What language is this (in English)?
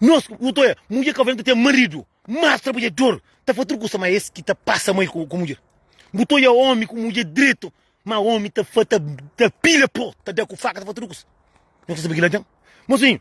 Kabuverdianu